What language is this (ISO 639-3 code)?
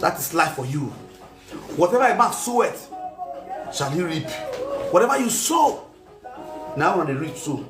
pcm